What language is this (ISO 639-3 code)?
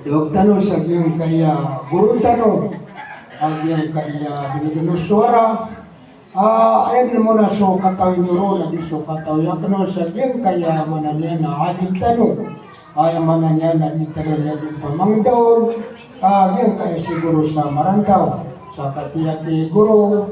mrw